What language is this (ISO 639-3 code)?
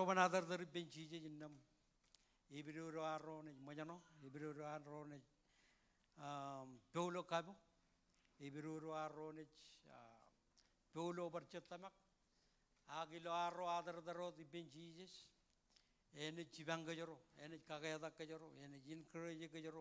mah